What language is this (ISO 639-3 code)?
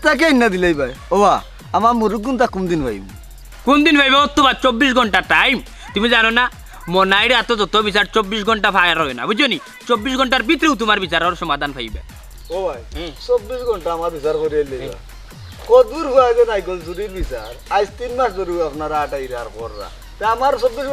syl